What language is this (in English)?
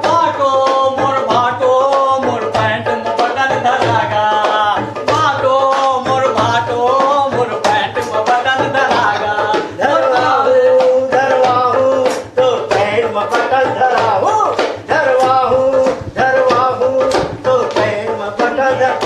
Chhattisgarhi